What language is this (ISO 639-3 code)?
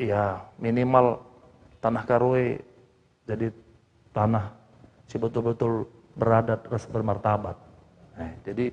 btx